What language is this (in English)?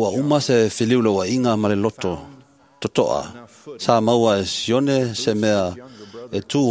Samoan